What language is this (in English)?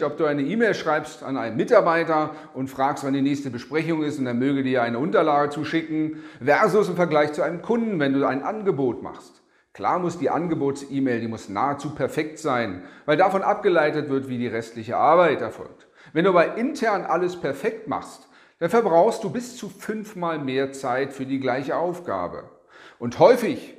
German